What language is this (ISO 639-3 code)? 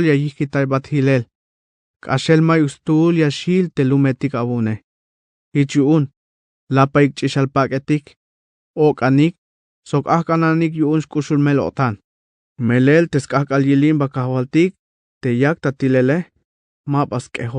tzh